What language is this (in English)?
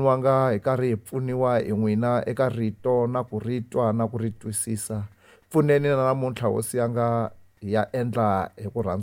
Tsonga